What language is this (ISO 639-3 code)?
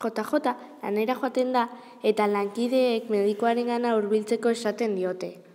eus